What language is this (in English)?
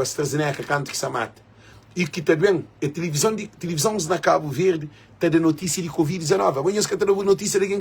Kabuverdianu